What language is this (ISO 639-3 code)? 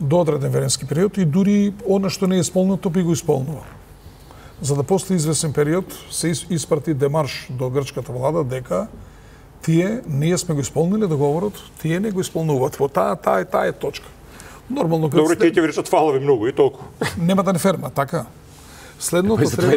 mkd